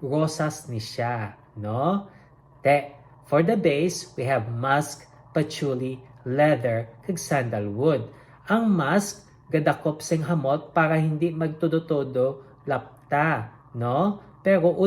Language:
Hiligaynon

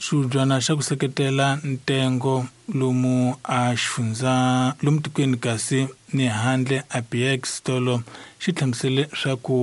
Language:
Tsonga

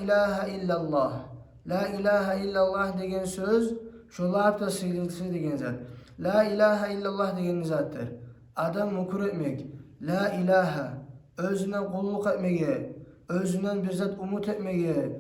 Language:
Kumyk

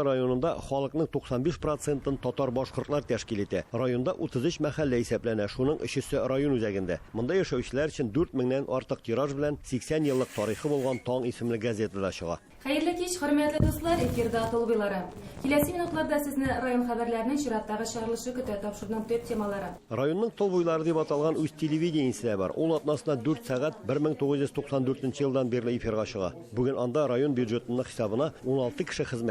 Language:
Tatar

